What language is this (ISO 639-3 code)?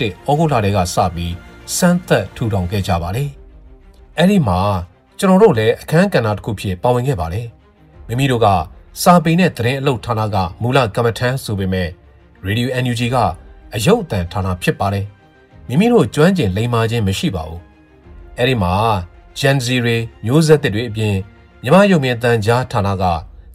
mya